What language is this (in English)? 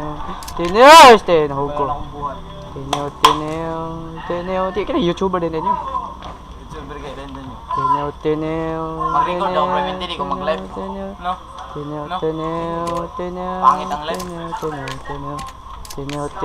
Cebuano